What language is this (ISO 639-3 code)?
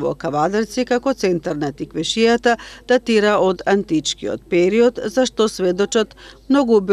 mkd